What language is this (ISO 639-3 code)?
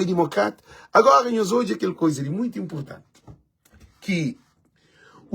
kea